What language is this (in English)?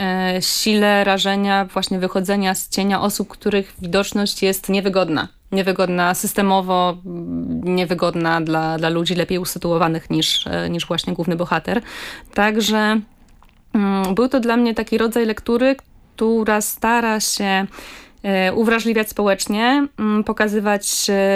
Polish